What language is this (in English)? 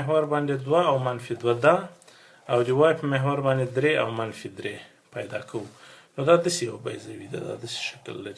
Pashto